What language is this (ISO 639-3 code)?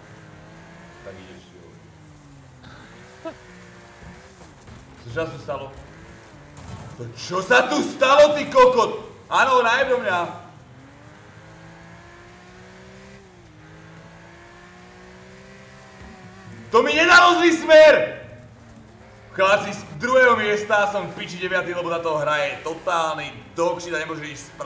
slk